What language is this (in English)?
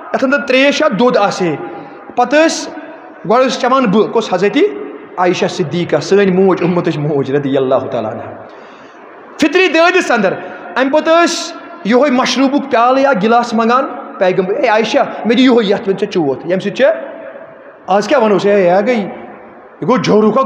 Kashmiri